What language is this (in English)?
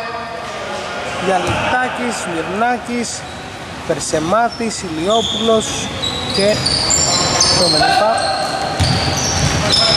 Greek